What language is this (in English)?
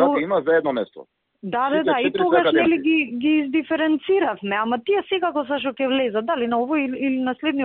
Macedonian